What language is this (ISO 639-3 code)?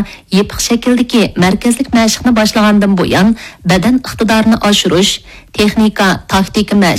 uig